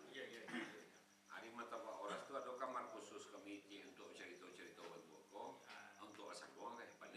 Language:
Minangkabau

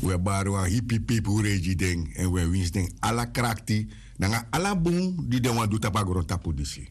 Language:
Sranan Tongo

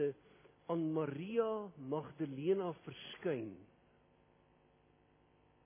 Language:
Afrikaans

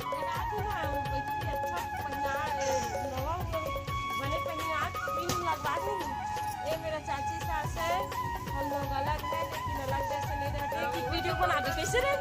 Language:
Chhattisgarhi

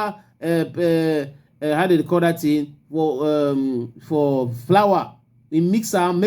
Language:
Cameroon Pidgin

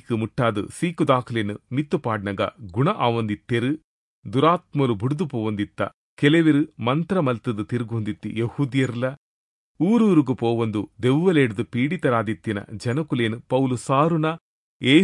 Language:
Tulu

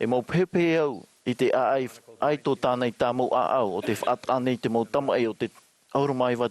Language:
Tahitian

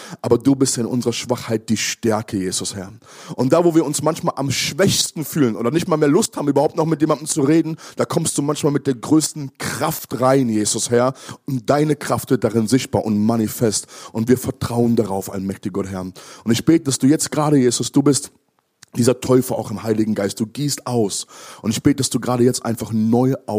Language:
German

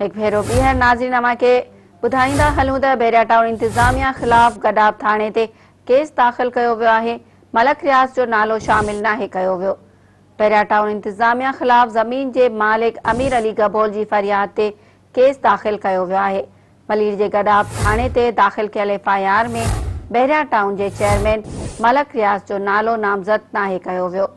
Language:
Sindhi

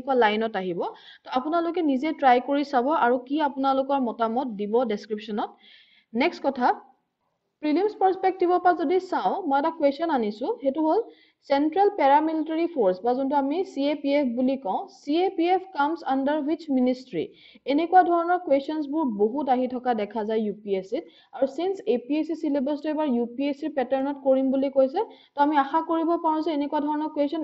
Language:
Assamese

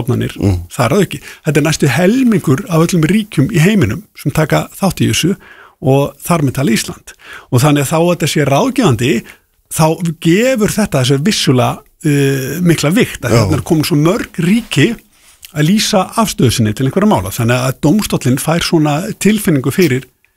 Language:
Icelandic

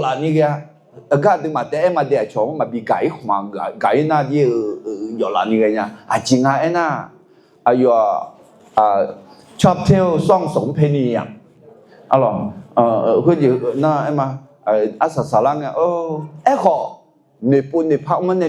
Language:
Akha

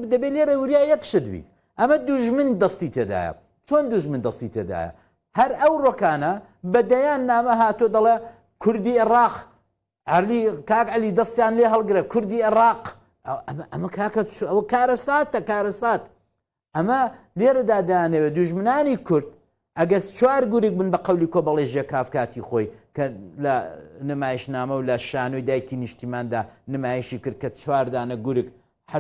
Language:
Central Kurdish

